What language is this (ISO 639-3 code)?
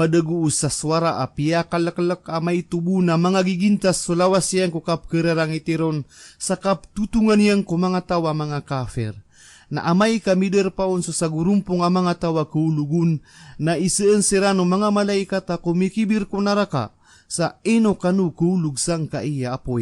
mrw